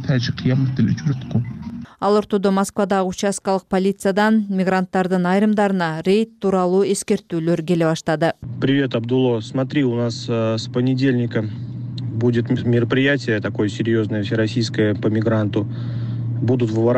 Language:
Kyrgyz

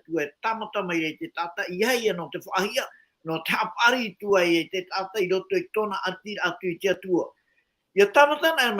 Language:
Tahitian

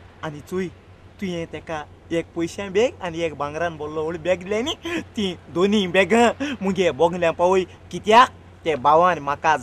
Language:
Konkani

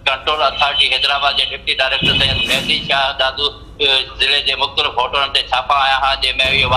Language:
Sindhi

